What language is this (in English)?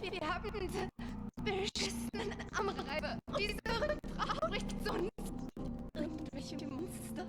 Bavarian